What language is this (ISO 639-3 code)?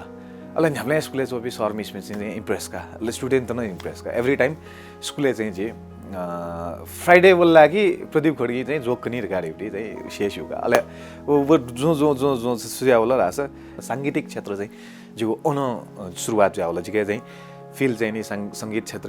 new